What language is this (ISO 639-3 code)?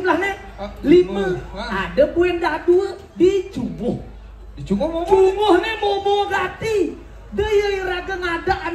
ban